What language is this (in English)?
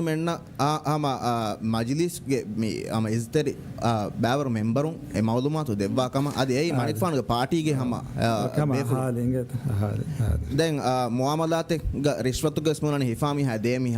Divehi